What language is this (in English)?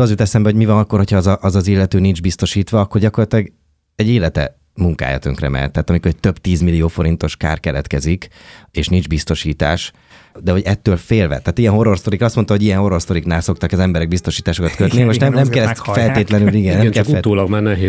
Hungarian